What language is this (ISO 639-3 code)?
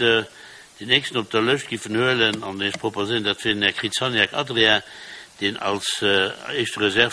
ltz